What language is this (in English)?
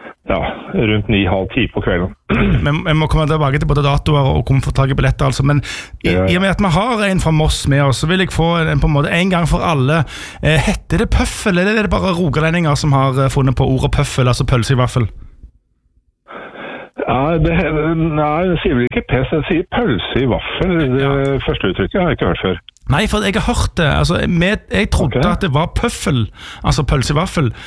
Norwegian